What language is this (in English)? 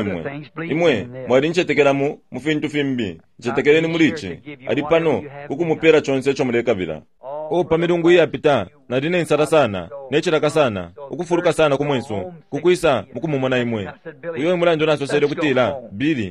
Bemba